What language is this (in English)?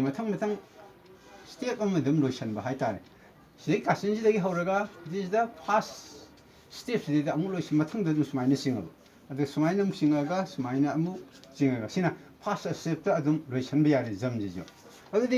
Manipuri